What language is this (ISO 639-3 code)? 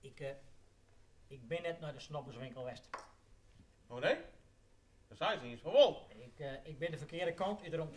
fry